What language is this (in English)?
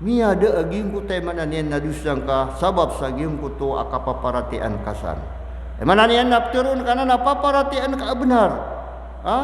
Maranao